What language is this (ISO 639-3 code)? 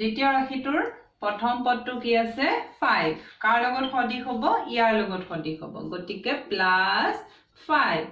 asm